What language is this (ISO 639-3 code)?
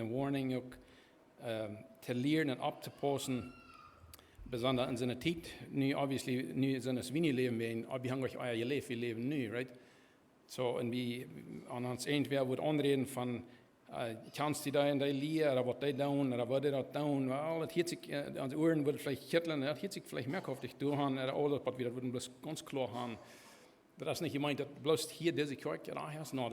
pdt